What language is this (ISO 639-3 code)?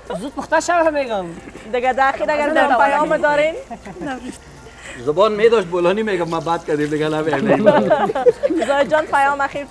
fas